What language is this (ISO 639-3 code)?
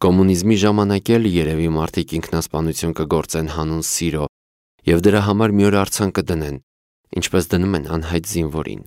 hye